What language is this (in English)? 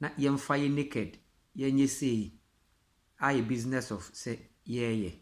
Akan